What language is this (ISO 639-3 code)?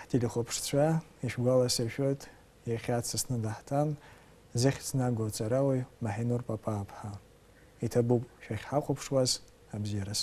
abk